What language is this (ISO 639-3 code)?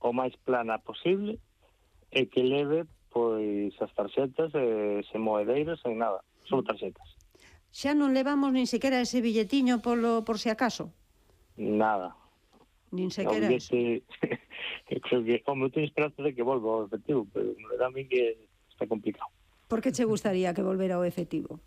glg